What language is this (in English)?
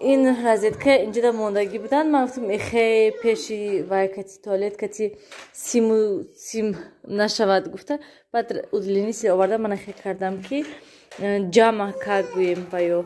Tajik